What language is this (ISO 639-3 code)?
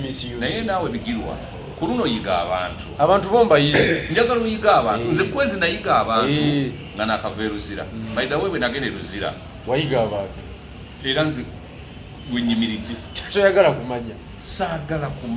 lug